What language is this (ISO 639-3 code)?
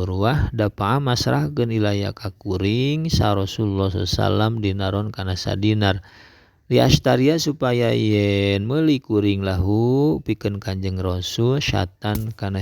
sun